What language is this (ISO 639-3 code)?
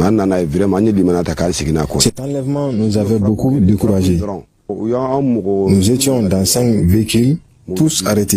bam